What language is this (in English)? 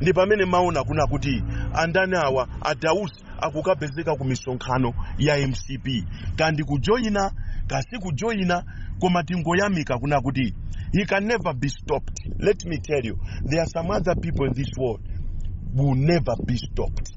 Nyanja